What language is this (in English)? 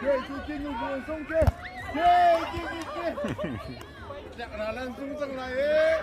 Hakha Chin